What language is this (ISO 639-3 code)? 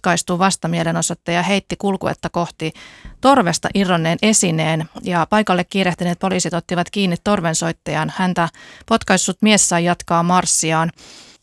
fin